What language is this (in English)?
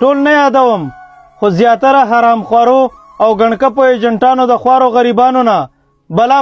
Pashto